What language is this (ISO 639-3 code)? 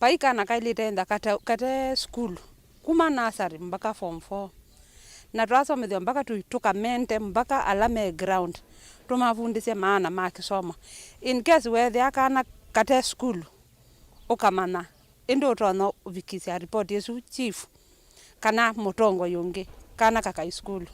kam